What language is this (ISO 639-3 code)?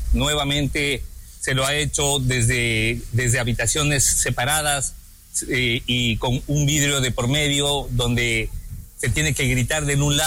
spa